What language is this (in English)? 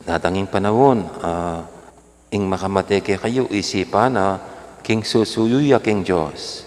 Pampanga